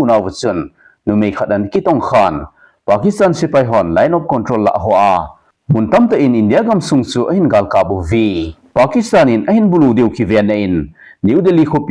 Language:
Thado Chin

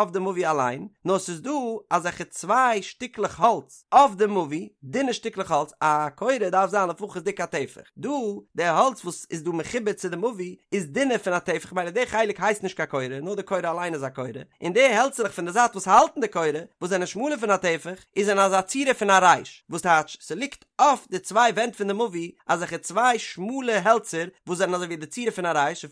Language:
Yiddish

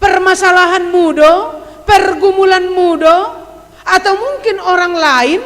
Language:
Batak Simalungun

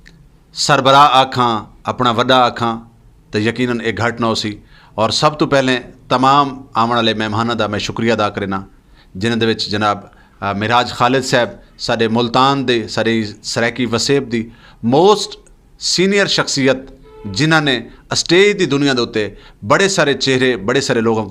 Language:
Saraiki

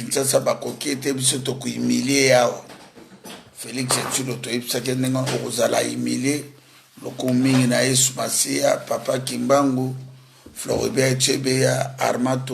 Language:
Lingala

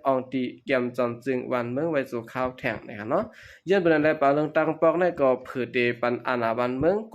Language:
Shan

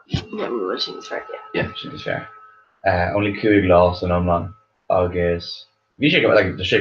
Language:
Irish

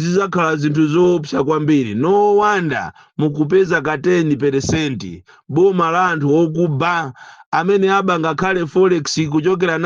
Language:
Nyanja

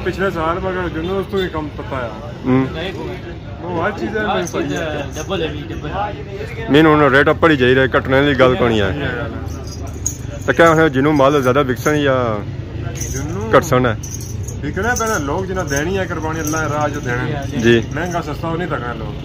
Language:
Pahari-Potwari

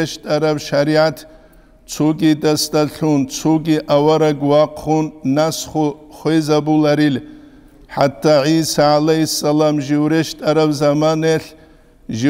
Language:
Avaric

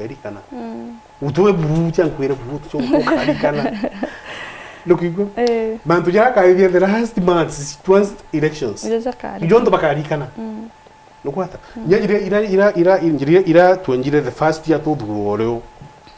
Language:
Meru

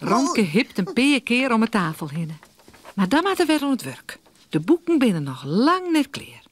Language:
Western Frisian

